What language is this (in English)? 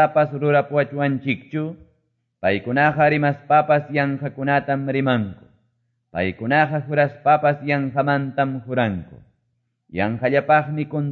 Quechua